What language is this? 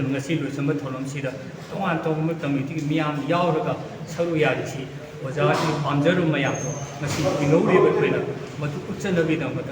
Manipuri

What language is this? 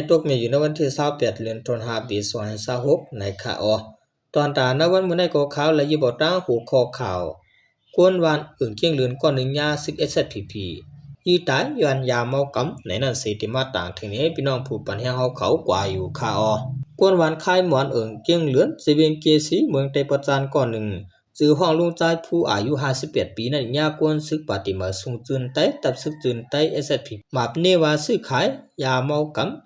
Shan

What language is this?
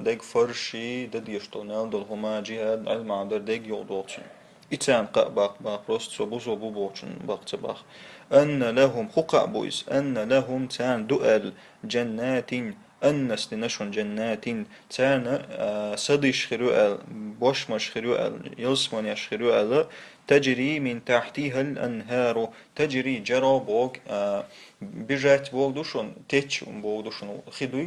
Chechen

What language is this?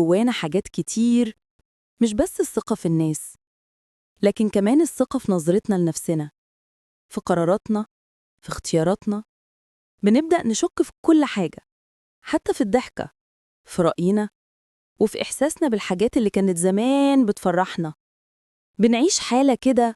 Egyptian Arabic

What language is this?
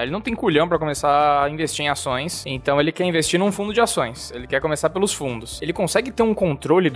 Portuguese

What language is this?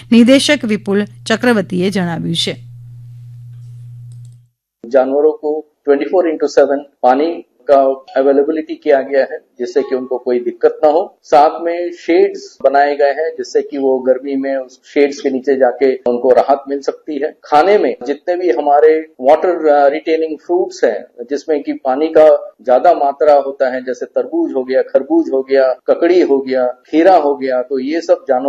Gujarati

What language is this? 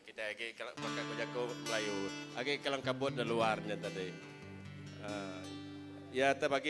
Iban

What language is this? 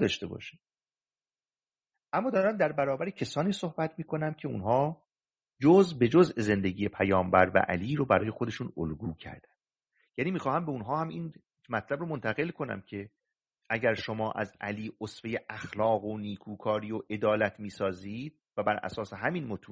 Persian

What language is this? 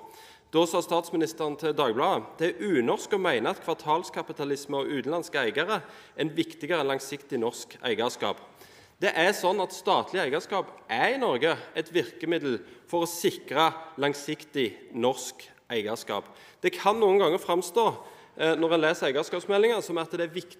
Norwegian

